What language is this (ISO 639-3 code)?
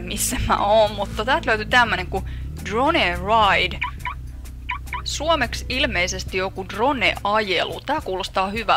fin